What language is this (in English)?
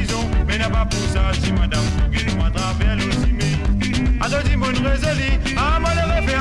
Morisyen